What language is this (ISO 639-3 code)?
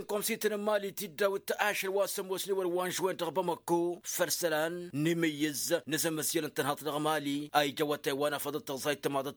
taq